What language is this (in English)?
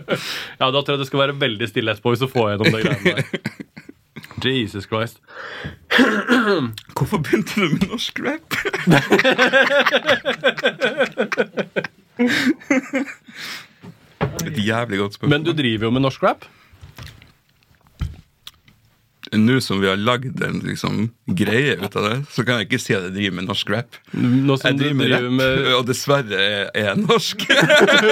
Norwegian